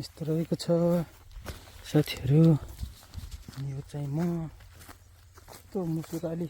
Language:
Nepali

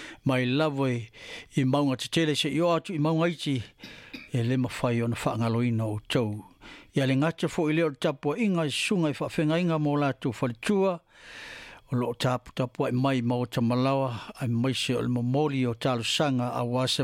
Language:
Samoan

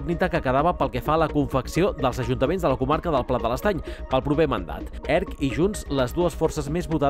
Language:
Catalan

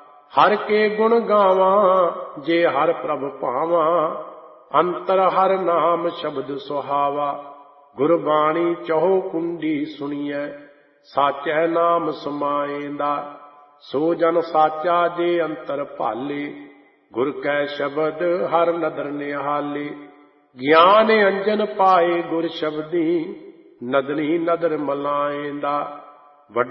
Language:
Punjabi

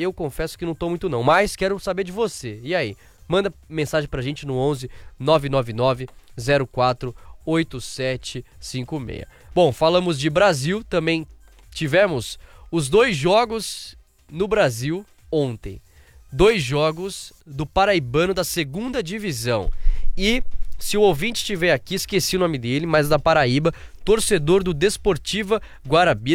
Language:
Portuguese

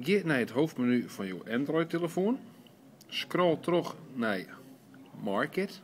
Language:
Western Frisian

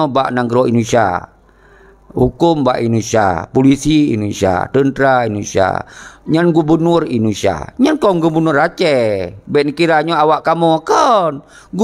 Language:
Achinese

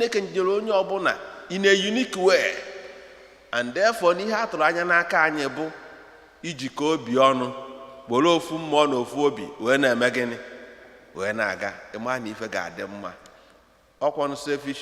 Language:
Igbo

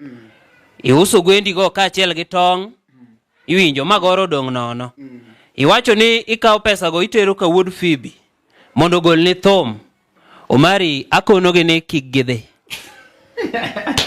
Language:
Luo (Kenya and Tanzania)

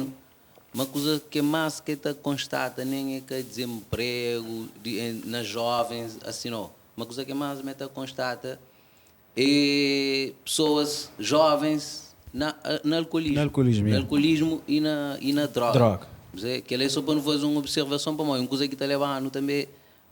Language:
Kabuverdianu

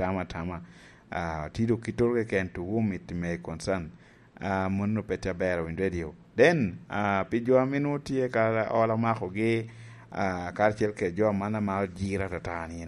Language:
Lango (Uganda)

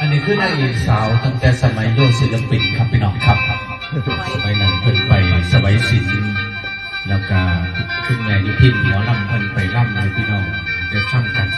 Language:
Northeastern Thai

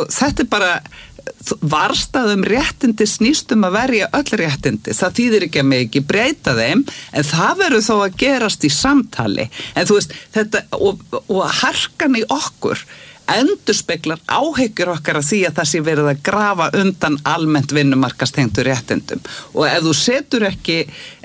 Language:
Icelandic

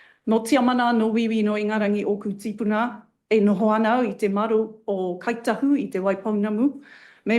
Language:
Māori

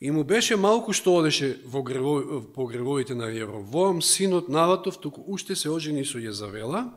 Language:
Macedonian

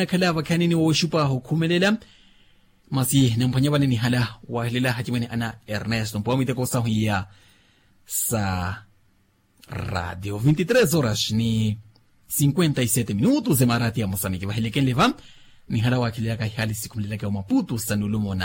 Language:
Makhuwa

